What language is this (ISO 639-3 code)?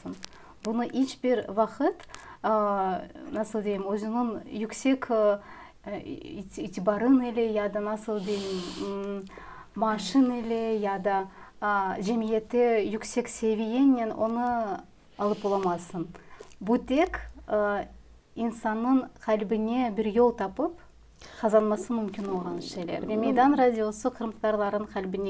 crh